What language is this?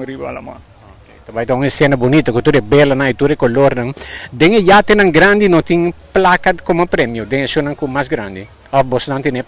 Papiamento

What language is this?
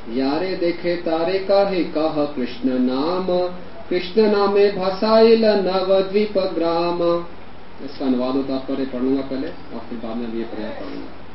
Hindi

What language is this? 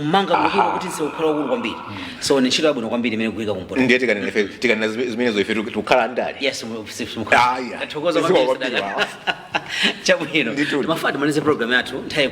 Nyanja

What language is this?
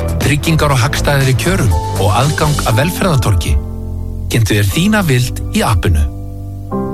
Icelandic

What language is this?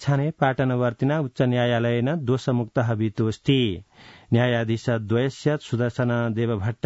Sanskrit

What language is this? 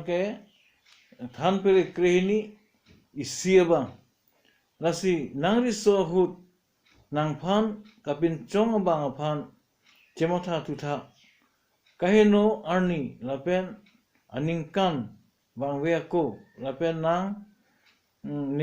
Karbi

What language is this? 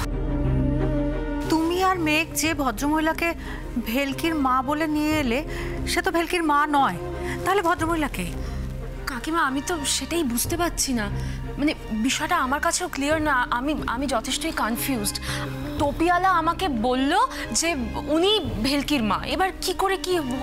Bangla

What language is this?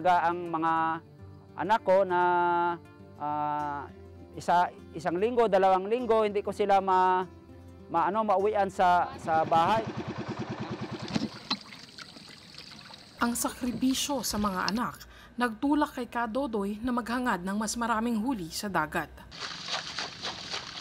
Filipino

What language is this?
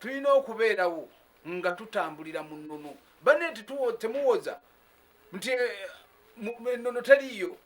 Ganda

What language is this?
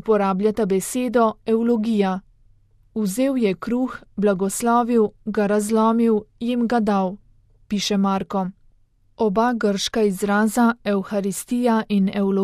Slovenian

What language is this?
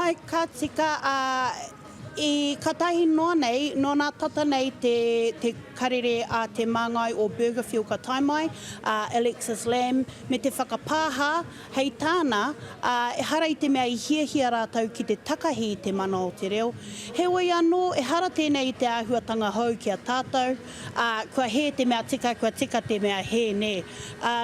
Māori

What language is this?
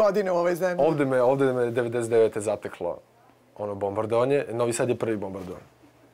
Serbian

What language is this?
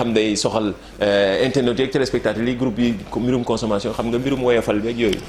Wolof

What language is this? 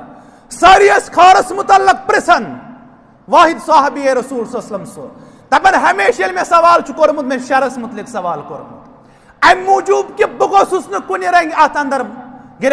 Kashmiri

